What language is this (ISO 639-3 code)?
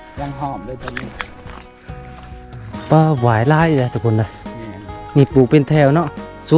lao